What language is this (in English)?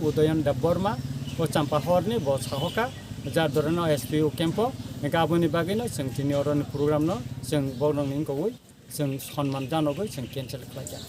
Kok Borok